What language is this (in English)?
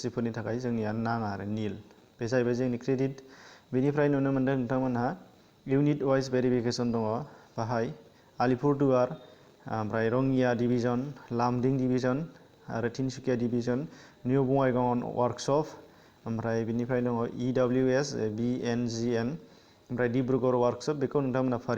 Bodo